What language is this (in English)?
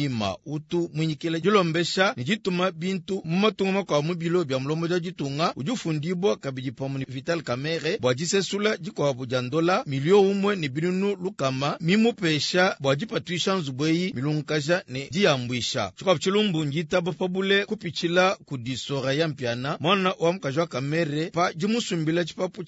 Luba-Lulua